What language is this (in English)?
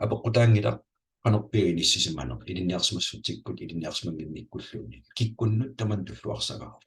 Kalaallisut